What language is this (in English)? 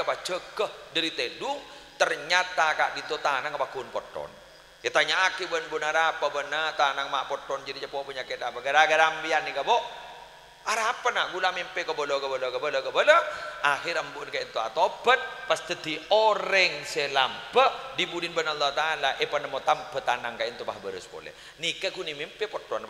Madurese